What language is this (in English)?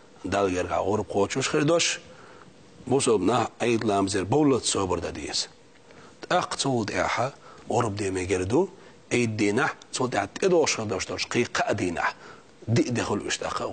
Chechen